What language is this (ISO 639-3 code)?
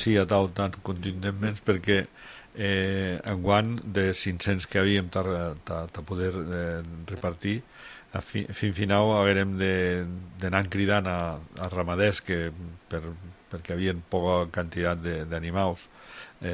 cat